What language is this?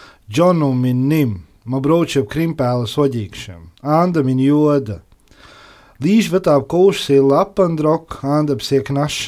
Latvian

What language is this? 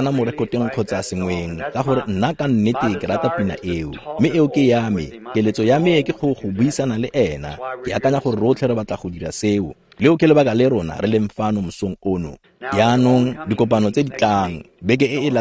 Tswana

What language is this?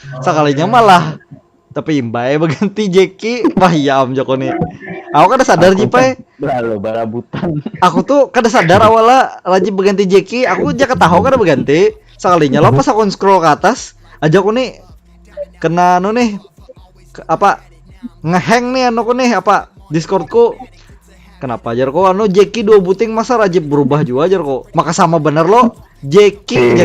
Banjar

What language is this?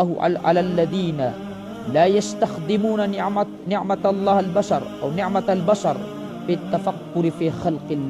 Maranao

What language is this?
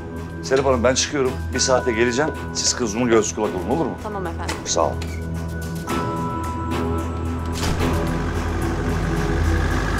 Turkish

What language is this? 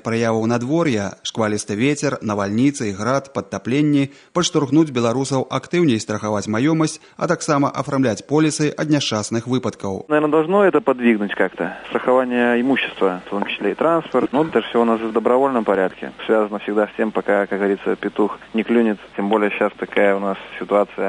Belarusian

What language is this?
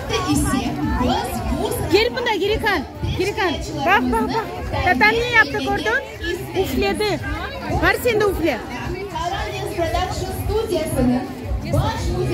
Crimean Tatar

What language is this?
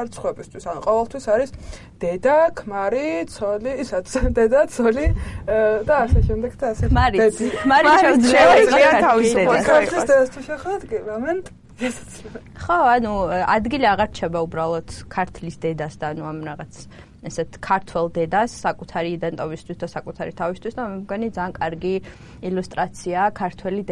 Georgian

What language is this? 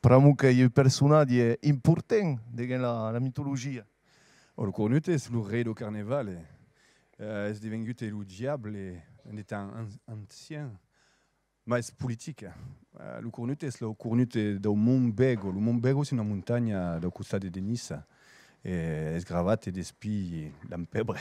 Occitan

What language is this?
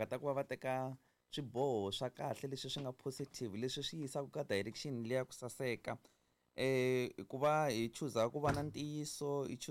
Tsonga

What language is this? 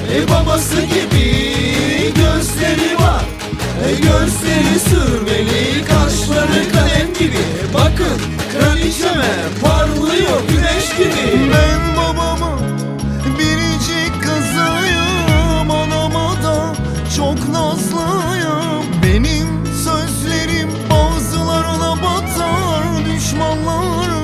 Turkish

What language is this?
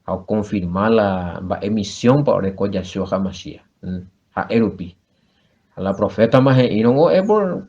Guarani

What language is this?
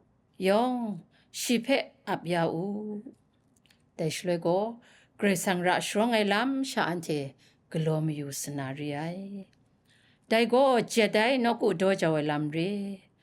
Kachin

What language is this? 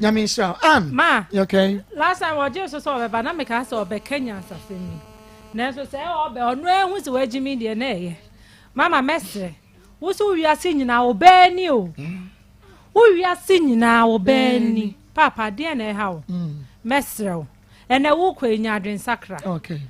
Akan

